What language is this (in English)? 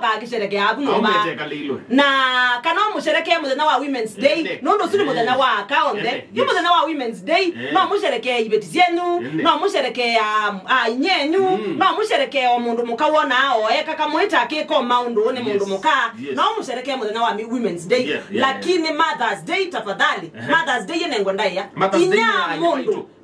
Kamba